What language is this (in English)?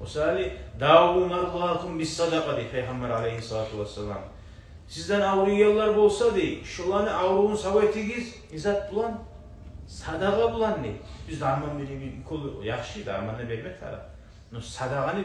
Kumyk